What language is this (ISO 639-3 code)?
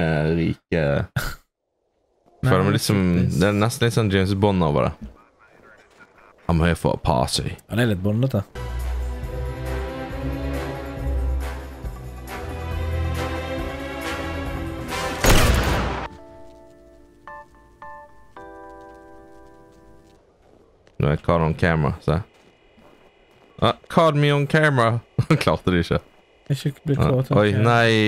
nor